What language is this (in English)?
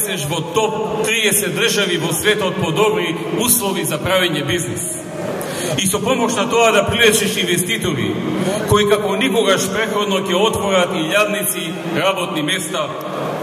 Macedonian